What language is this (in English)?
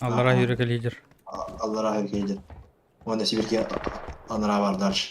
Yakut